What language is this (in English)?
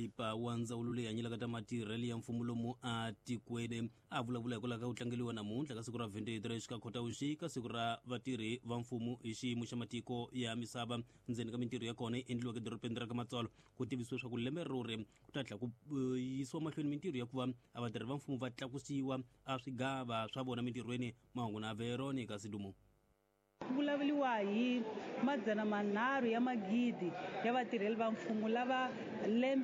Tsonga